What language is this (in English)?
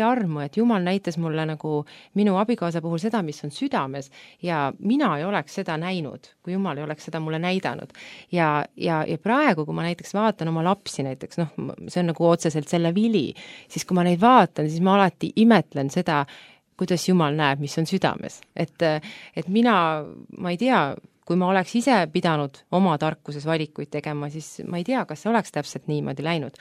Estonian